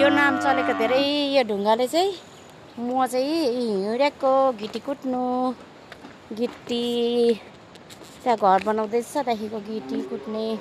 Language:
Nepali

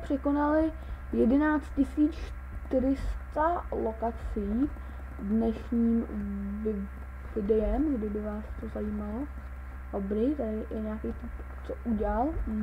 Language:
Czech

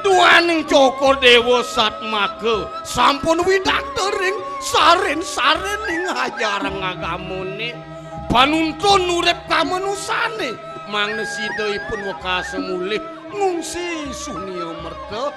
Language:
Balinese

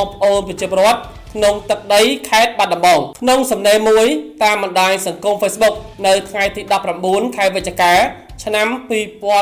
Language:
Khmer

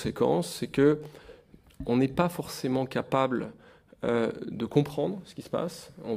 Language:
French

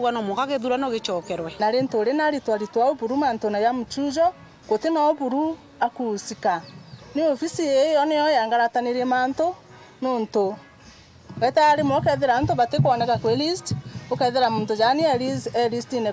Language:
Meru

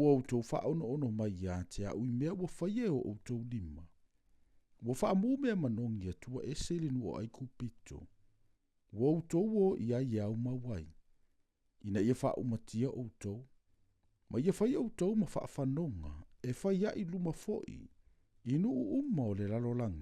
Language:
Samoan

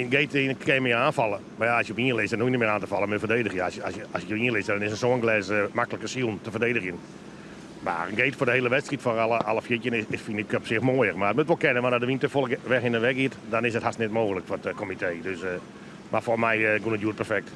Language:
Western Frisian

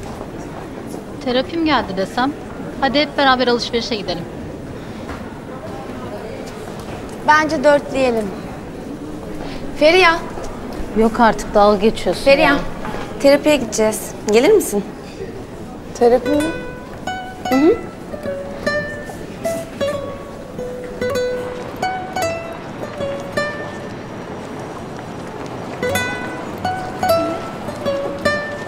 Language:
Turkish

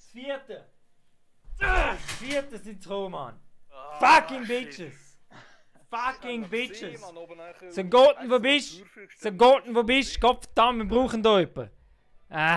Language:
Swiss German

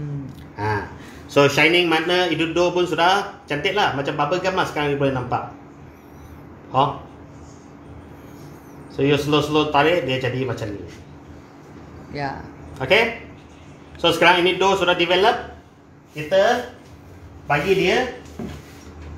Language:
Malay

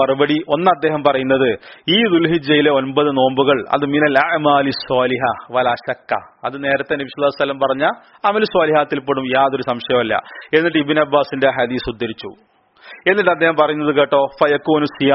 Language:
Malayalam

